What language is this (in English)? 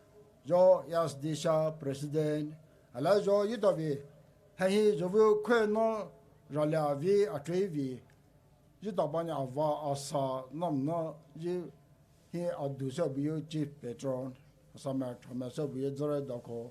Poumei Naga